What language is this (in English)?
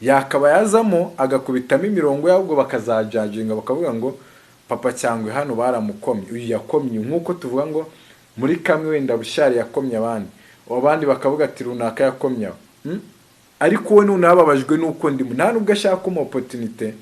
Kinyarwanda